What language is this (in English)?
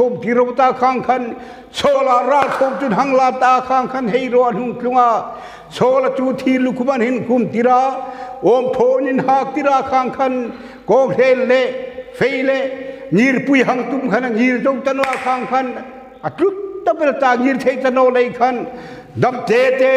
Hmar